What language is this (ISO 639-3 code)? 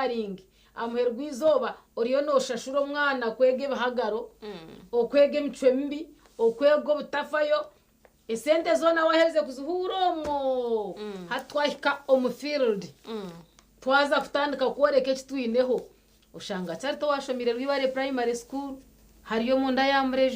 nyn